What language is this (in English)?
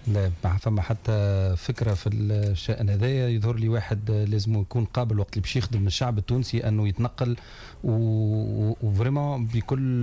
Tunisian Arabic